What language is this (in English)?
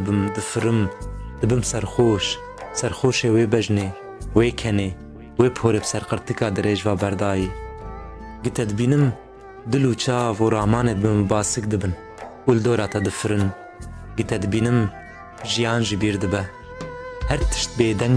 Kurdish